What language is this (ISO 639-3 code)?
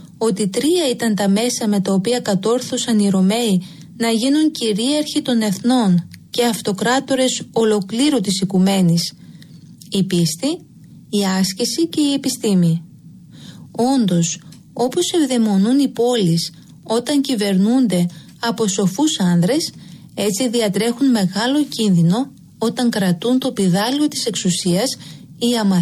ell